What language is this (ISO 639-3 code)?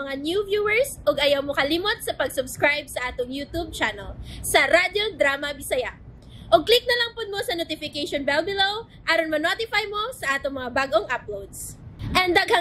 ceb